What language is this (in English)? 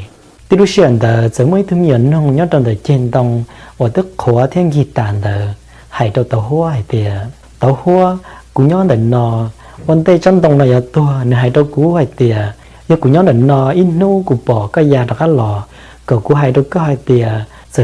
Hmong